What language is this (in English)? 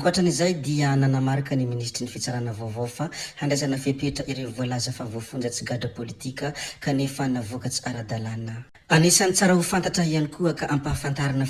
Malagasy